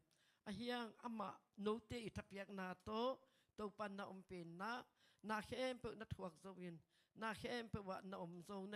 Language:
Tedim Chin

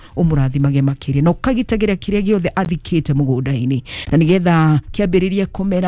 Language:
Kikuyu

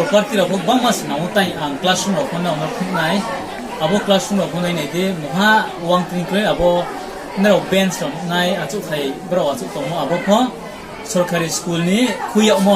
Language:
Riang (India)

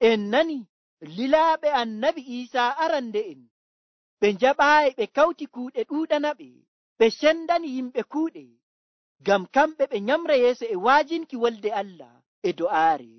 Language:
Nigerian Fulfulde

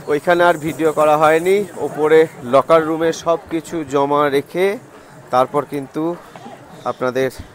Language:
Bangla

